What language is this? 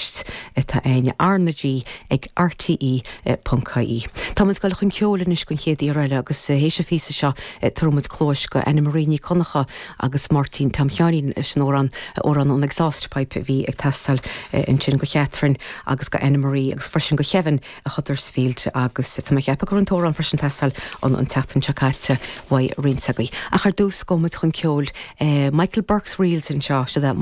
Irish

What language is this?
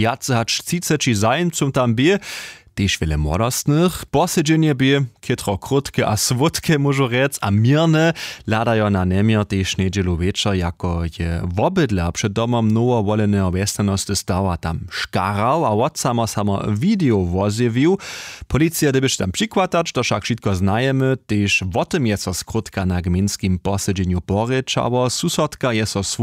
Upper Sorbian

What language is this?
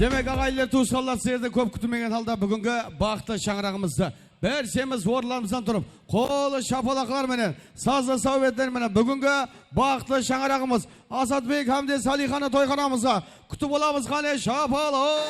Kara-Kalpak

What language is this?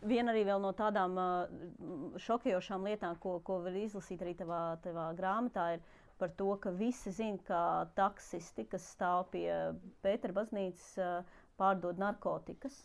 Latvian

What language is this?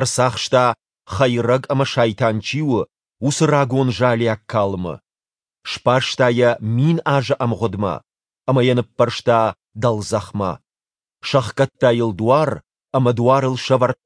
Ossetic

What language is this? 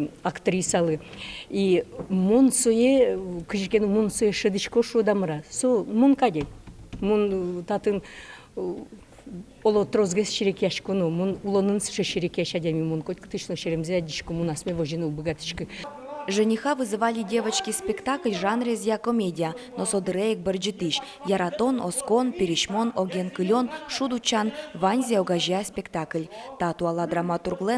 Udmurt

